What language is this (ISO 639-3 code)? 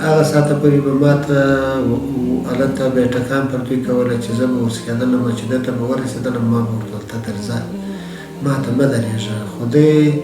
pus